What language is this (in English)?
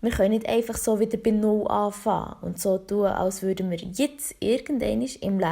Swiss German